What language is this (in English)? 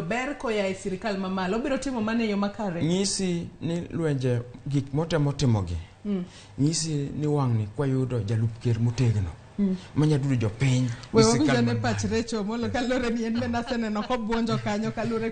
Luo (Kenya and Tanzania)